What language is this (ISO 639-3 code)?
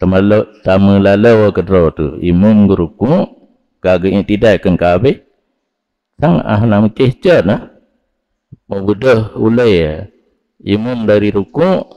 ace